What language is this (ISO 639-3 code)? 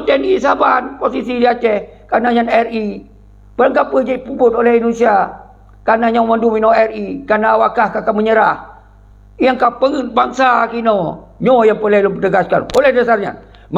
ace